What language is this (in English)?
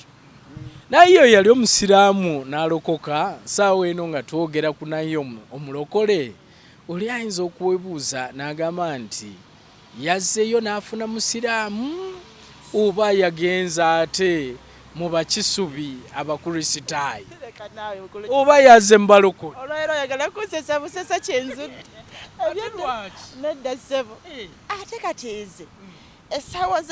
Ganda